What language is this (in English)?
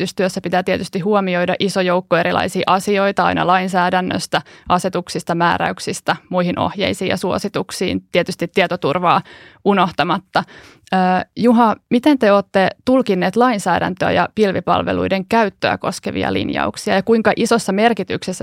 Finnish